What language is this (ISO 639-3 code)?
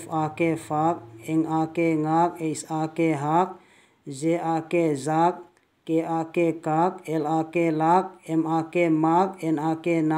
vap